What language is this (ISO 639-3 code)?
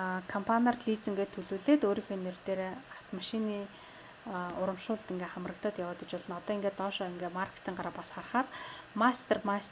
mon